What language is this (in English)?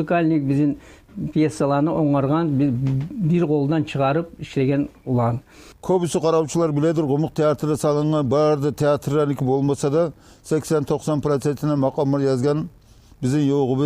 Kumyk